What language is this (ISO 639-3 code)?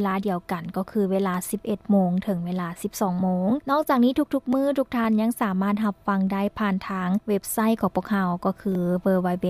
lao